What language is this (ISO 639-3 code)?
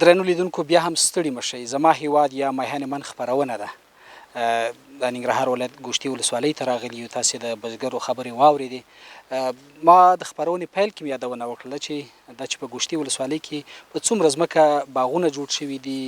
pus